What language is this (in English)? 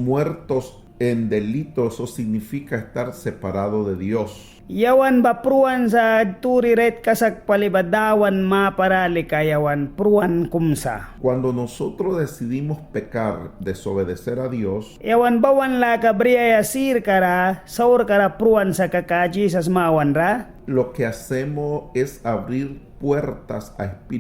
Mískito